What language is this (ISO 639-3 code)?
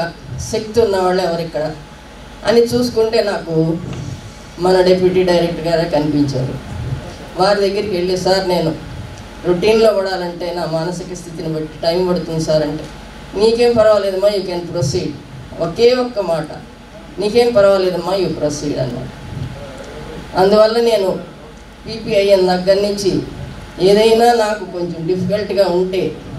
tel